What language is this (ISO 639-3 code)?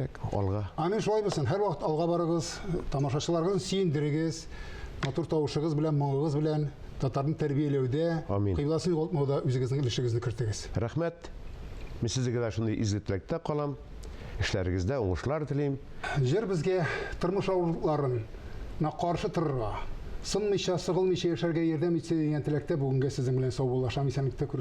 tat